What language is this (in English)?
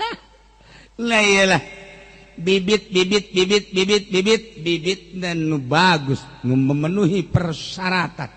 Sundanese